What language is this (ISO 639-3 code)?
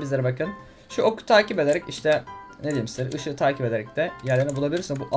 tur